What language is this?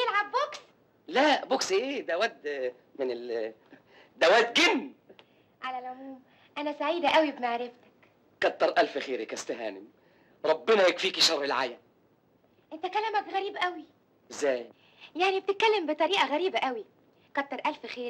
Egyptian Arabic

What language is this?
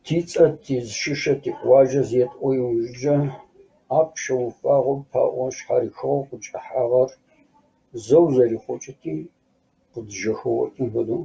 Kabardian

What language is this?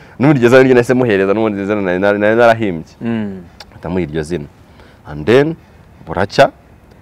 Kinyarwanda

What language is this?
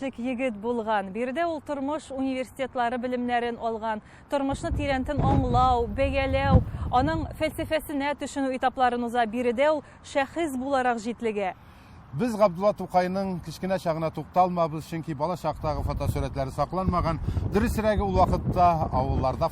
Tatar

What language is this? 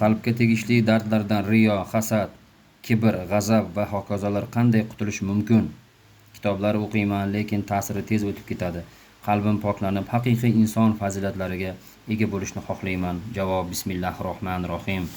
Uzbek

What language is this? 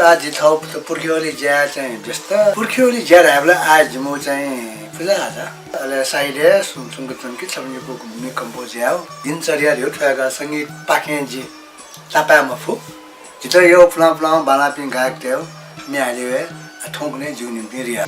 Newari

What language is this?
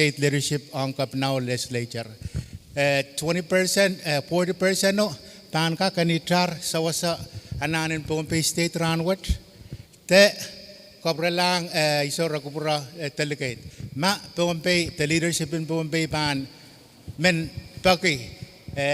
Pohnpeian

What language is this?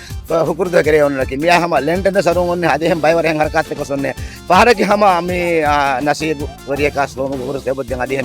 Divehi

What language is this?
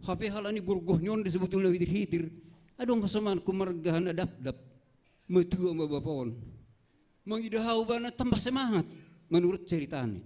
Batak Simalungun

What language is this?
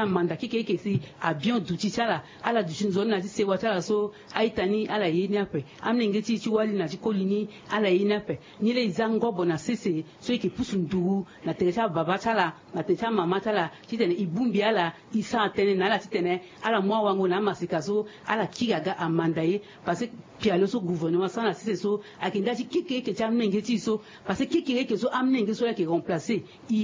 Sango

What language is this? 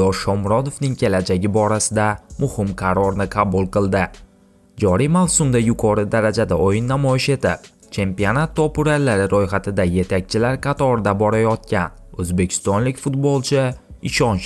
Uzbek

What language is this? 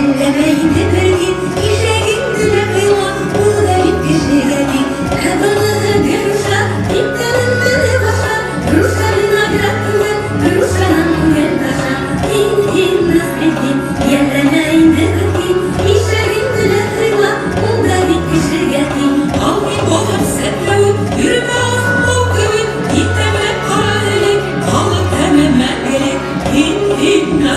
Bashkir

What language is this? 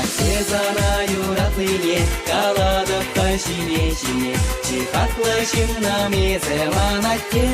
Chuvash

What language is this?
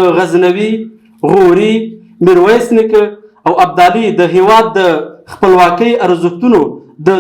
Pashto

